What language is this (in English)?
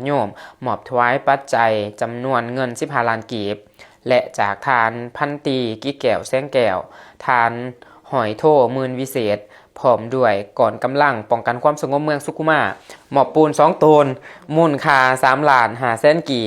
Lao